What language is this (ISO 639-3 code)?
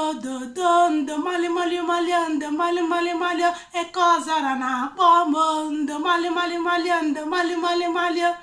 ibo